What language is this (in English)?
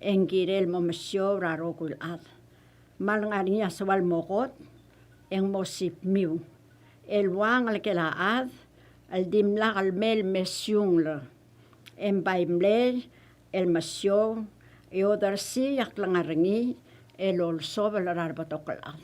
Palauan